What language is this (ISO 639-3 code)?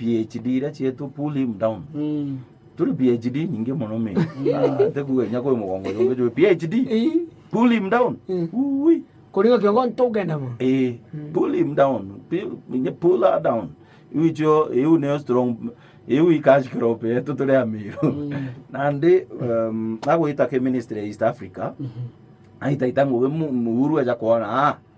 mer